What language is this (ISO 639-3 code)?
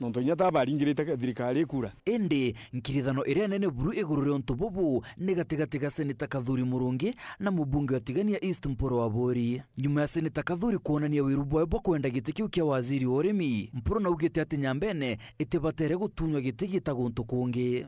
mer